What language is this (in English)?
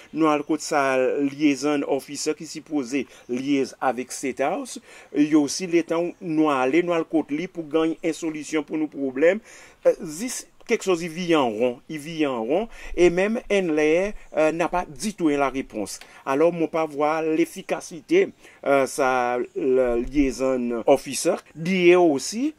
Seselwa Creole French